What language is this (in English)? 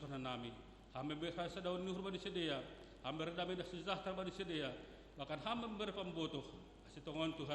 Batak Simalungun